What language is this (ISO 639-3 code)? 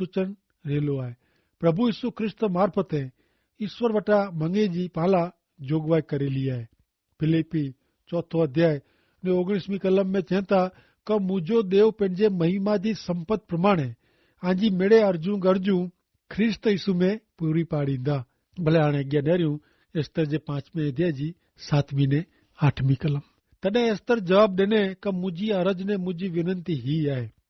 kfr